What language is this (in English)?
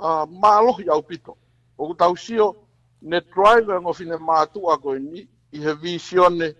Tongan